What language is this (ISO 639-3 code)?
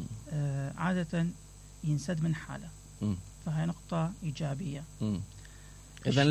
acm